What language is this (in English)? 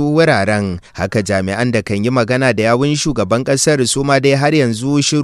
Hausa